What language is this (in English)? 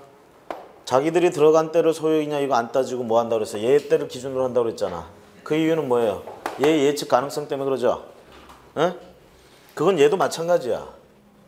Korean